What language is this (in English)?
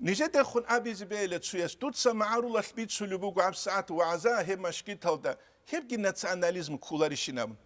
Avaric